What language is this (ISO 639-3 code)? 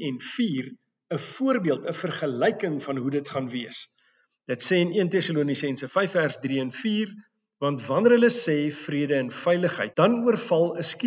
afr